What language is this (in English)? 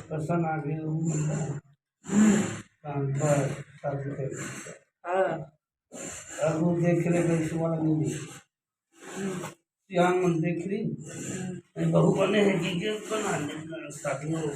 Chhattisgarhi